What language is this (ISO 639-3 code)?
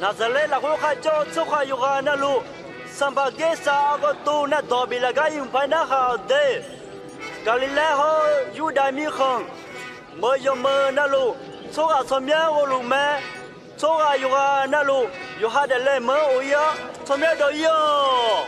ahk